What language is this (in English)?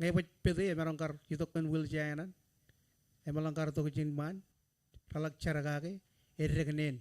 Marshallese